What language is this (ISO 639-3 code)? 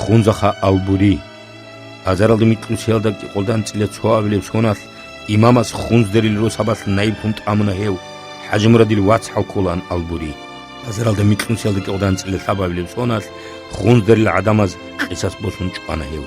ava